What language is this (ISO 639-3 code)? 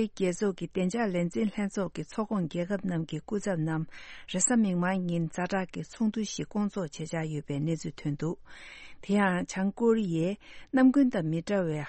bod